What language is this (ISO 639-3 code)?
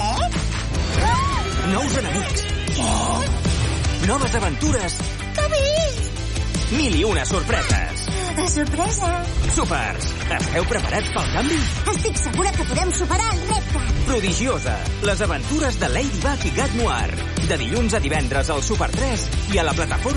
cat